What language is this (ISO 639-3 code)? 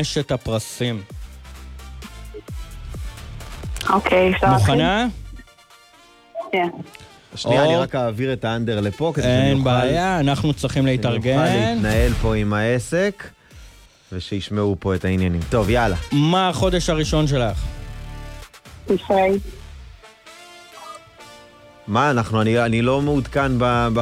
heb